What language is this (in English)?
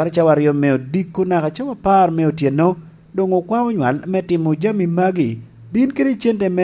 Lango (Uganda)